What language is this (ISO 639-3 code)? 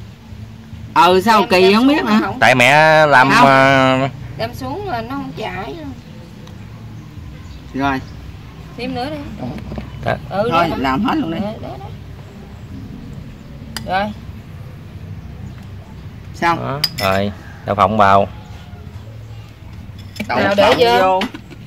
vie